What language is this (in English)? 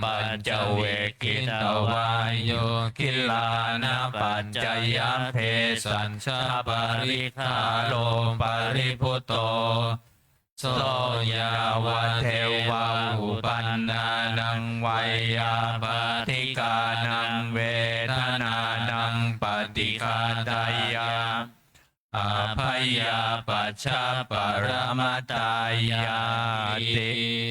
Pali